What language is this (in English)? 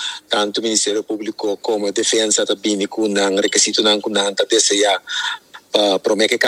Papiamento